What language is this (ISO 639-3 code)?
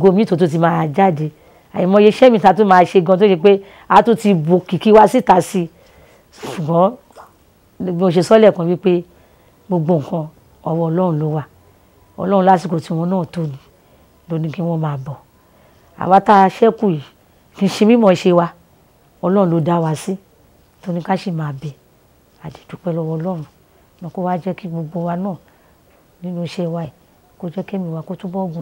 yor